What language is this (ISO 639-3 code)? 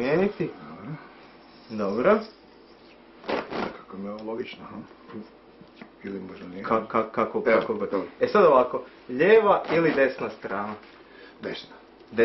hrv